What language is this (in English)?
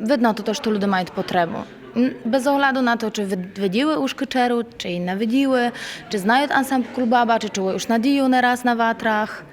Rusyn